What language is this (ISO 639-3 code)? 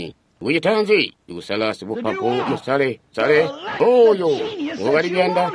toi